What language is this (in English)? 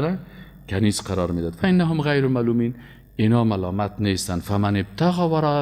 Persian